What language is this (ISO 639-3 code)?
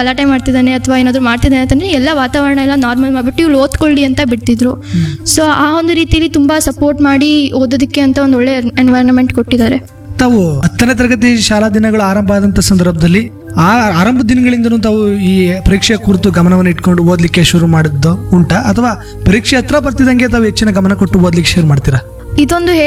kan